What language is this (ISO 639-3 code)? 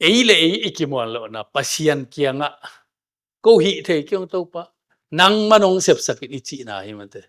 ctd